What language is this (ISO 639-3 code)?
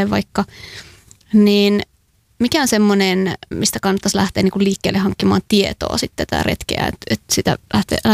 fin